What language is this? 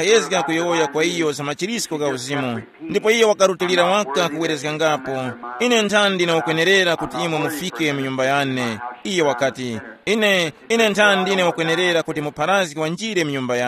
Tumbuka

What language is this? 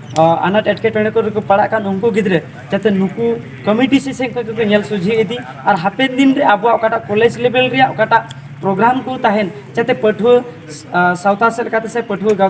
Santali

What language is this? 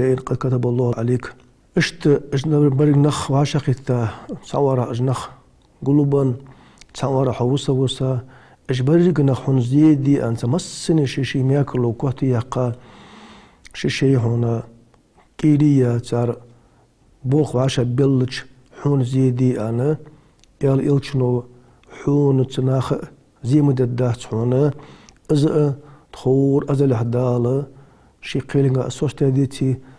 Ingush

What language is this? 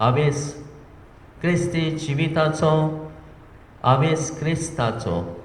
Konkani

